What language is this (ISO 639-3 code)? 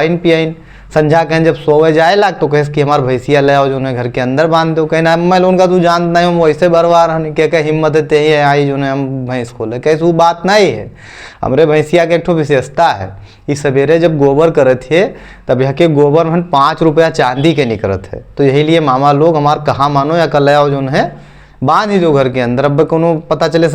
awa